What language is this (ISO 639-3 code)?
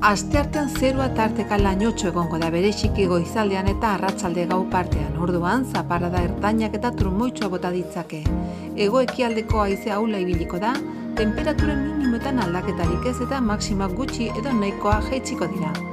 eus